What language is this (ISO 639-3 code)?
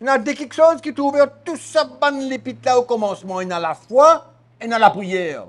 mfe